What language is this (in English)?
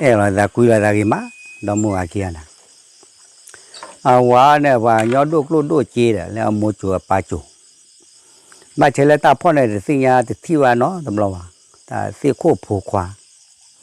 S'gaw Karen